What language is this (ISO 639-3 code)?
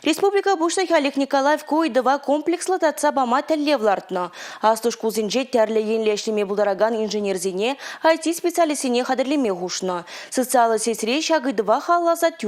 chv